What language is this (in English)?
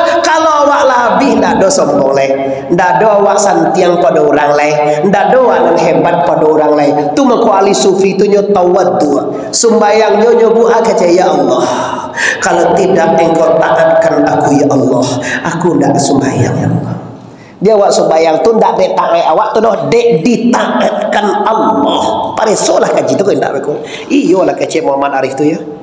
Minangkabau